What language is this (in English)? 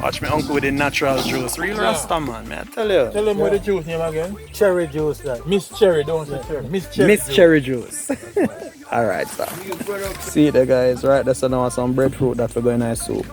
Jamaican Creole English